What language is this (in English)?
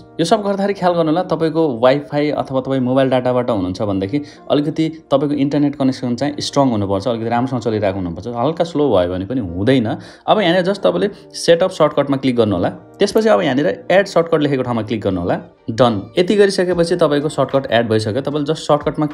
Nepali